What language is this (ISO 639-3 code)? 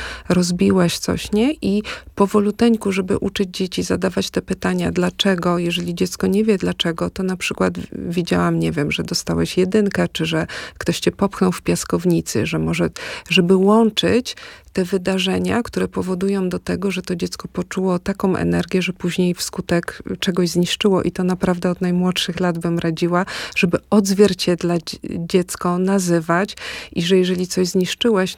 pol